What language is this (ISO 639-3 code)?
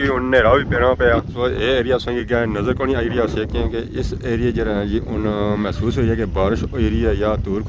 phr